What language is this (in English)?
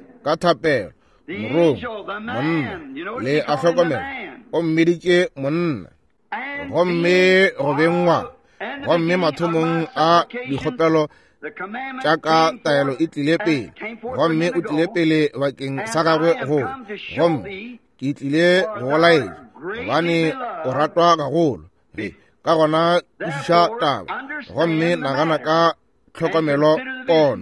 Northern Sotho